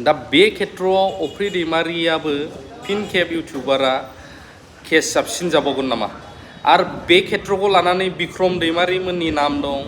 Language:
Bodo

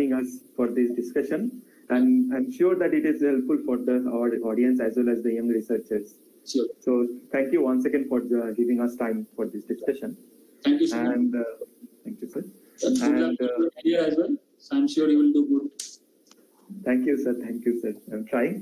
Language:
English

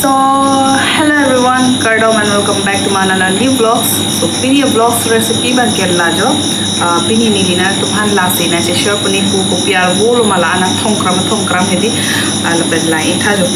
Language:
Karbi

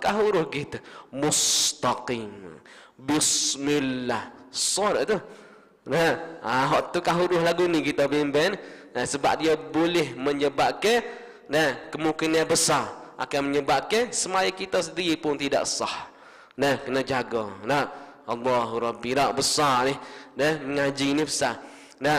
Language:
Malay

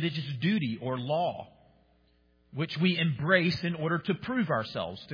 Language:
English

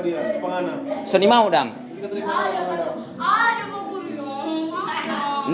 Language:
Manado Malay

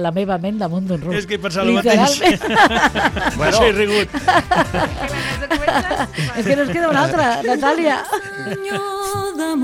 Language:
Catalan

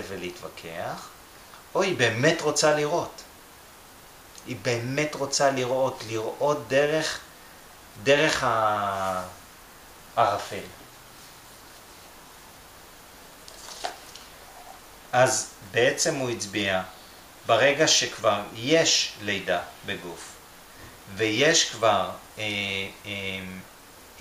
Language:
Hebrew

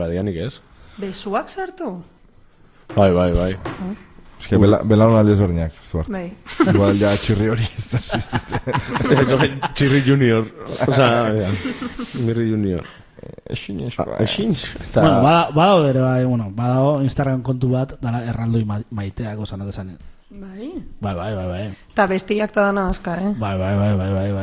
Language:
Basque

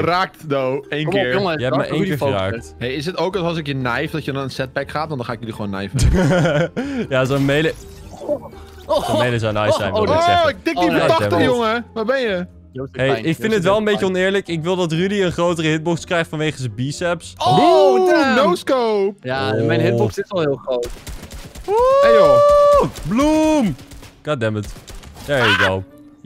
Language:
Dutch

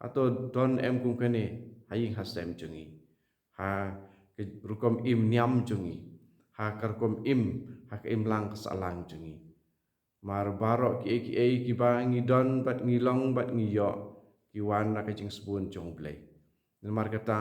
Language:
Khasi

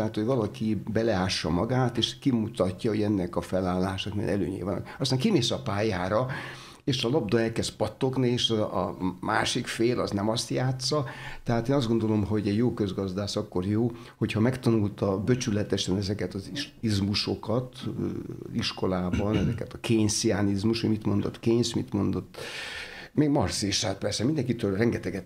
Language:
Hungarian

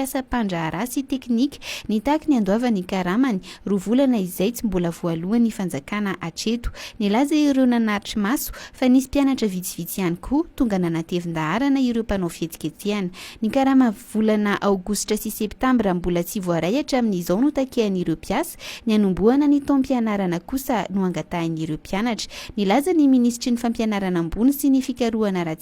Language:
Malagasy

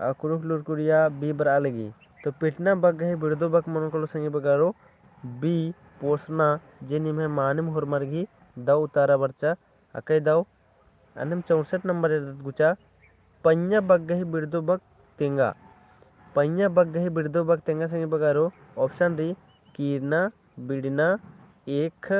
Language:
Kurukh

